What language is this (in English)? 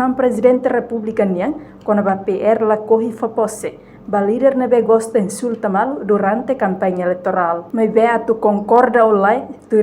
Tetum